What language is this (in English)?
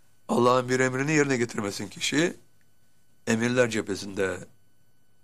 Turkish